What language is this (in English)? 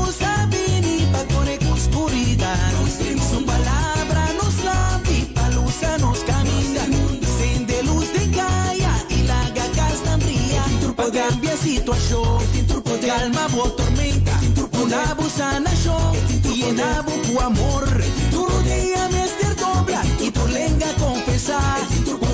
Papiamento